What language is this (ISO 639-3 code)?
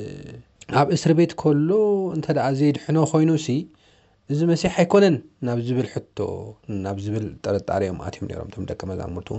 tir